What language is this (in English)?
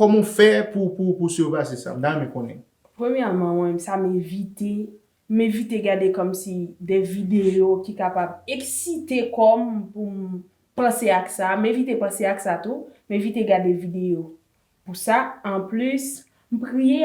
Haitian Creole